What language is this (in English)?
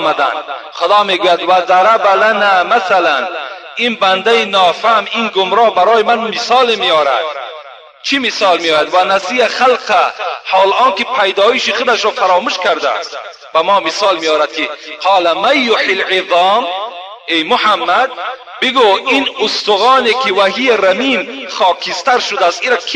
Tajik